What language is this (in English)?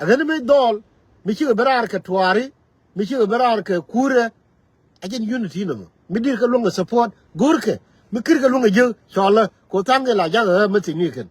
Nuer